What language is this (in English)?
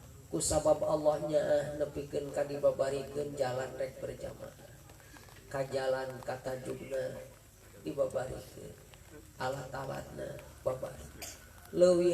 Sundanese